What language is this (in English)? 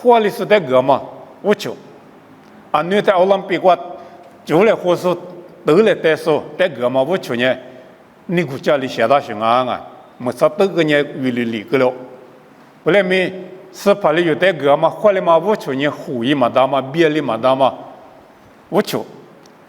Lisu